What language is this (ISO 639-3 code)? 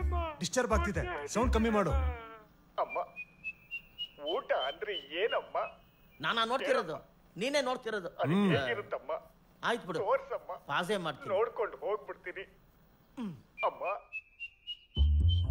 kan